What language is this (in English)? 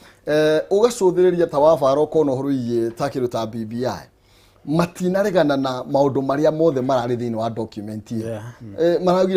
Kikuyu